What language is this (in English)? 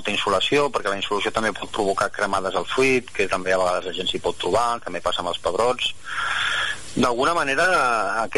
Catalan